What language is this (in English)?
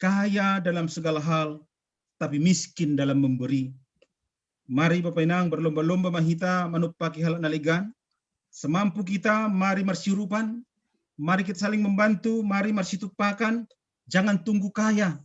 Batak Simalungun